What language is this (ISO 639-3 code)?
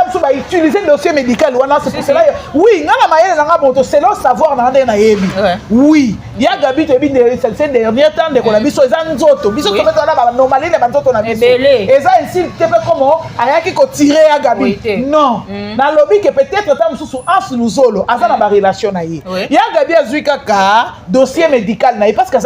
lin